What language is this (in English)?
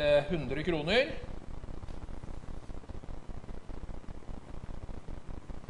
Norwegian